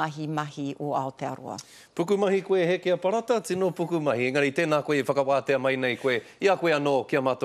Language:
Māori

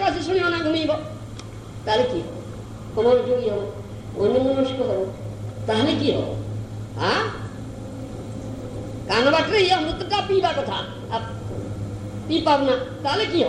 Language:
Odia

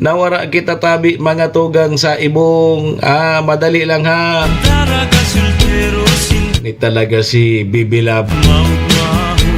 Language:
Bikol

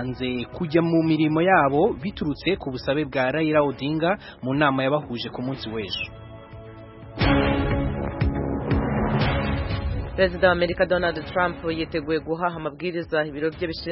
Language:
Kinyarwanda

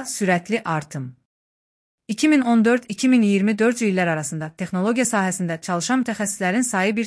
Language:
Azerbaijani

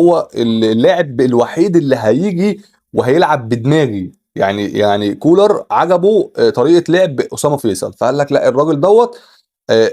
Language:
Egyptian Arabic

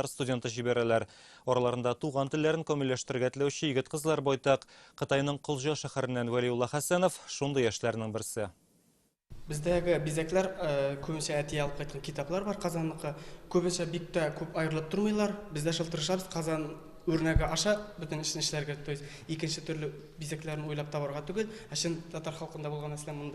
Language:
Tatar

